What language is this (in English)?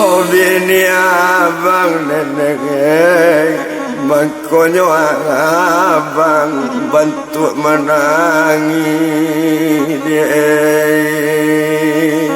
Minangkabau